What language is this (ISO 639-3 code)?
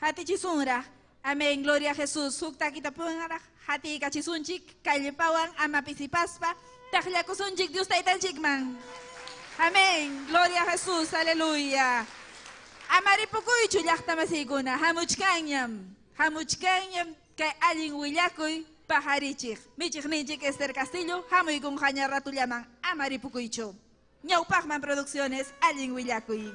quy